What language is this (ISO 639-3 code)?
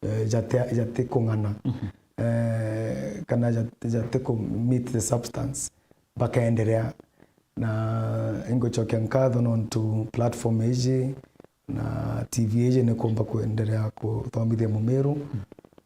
mer